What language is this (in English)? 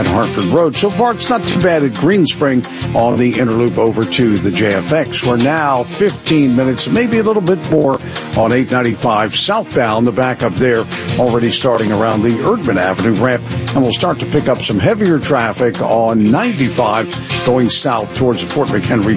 English